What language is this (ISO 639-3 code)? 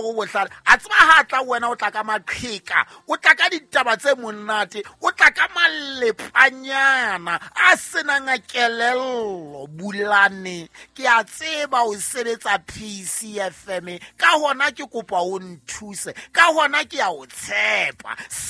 sot